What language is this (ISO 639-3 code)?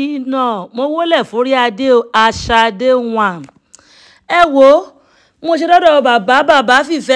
yor